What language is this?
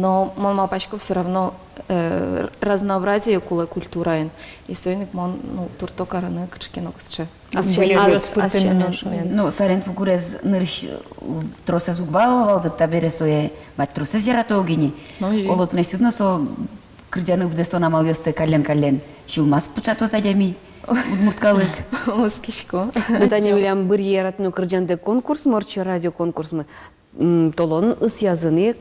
Udmurt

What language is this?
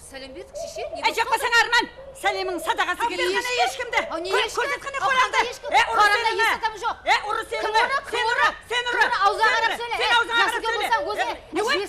Kara-Kalpak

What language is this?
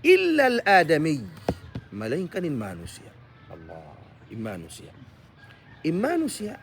Tausug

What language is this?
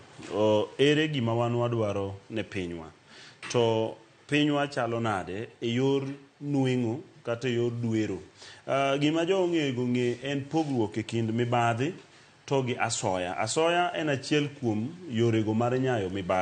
Luo (Kenya and Tanzania)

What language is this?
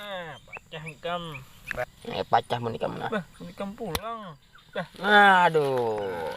Banjar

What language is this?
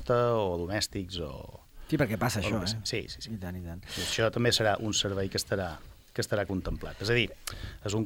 Catalan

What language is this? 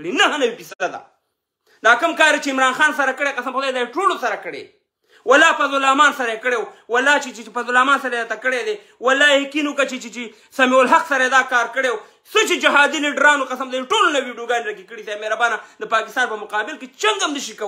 Pashto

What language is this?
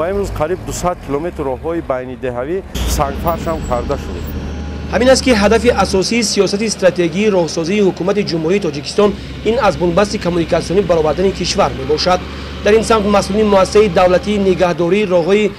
Tajik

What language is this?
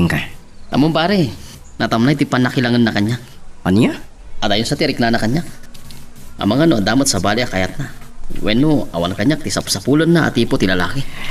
Iloko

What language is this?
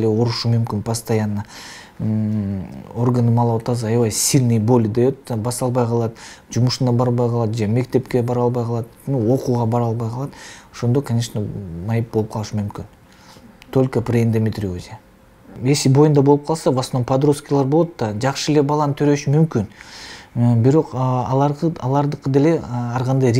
Kyrgyz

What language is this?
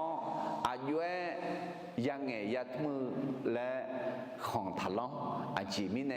Akha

